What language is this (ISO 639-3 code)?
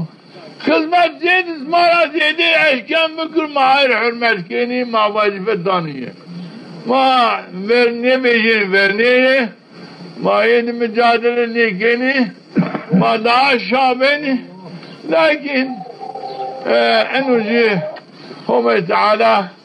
zza